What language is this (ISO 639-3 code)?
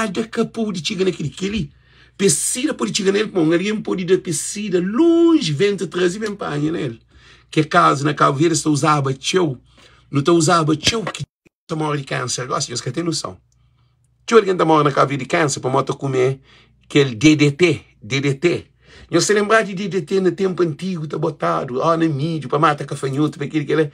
kea